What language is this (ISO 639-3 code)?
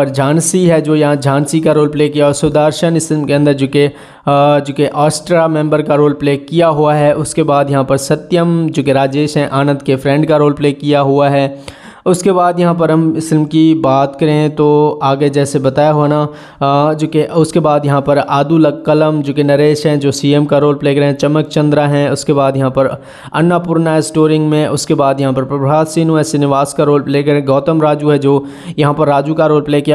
hin